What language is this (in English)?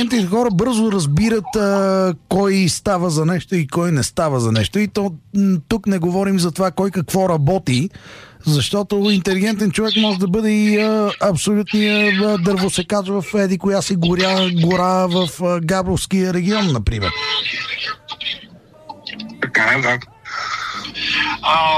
Bulgarian